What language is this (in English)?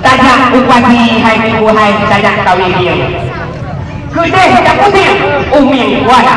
Achinese